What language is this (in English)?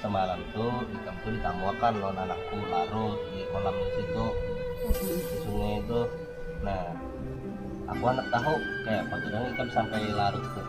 Banjar